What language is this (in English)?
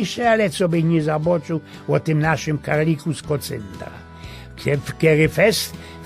Silesian